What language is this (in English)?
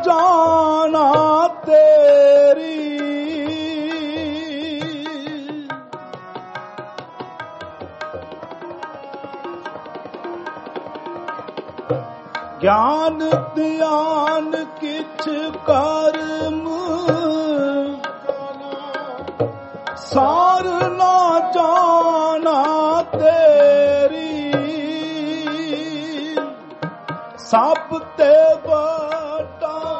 Punjabi